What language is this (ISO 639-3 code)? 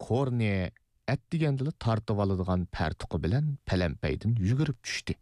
uig